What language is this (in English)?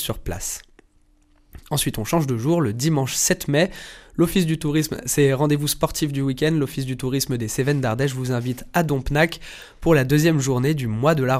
French